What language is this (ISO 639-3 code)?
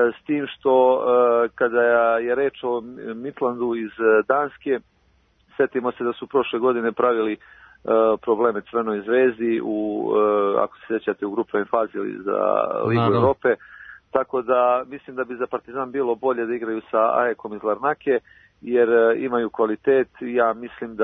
srp